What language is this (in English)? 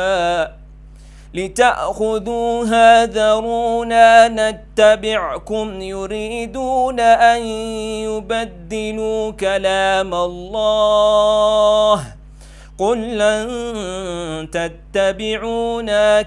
Arabic